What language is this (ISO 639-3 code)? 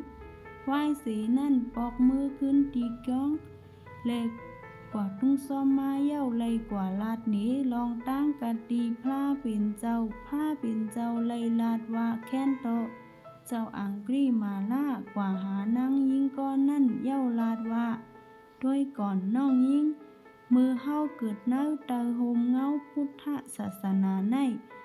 shn